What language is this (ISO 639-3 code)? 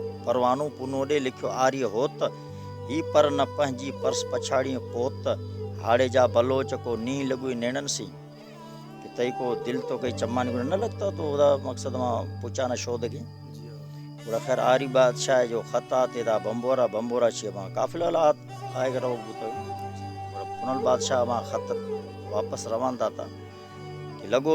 bal